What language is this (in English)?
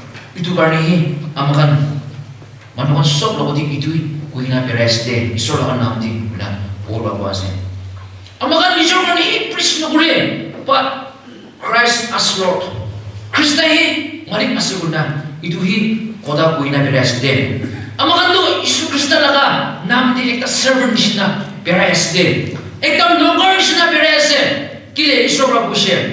Naga Pidgin